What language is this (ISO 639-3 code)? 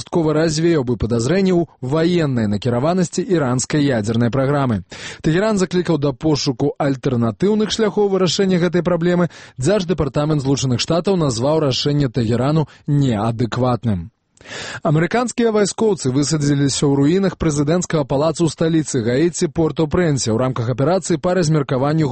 bel